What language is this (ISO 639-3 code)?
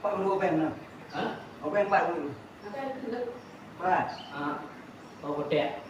ace